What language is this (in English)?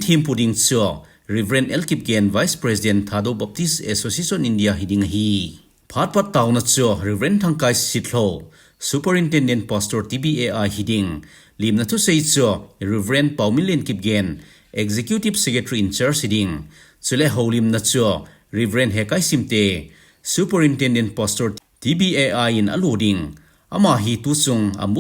Thado Chin